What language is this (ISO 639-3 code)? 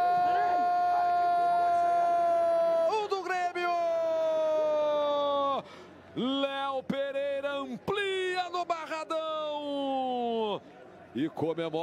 por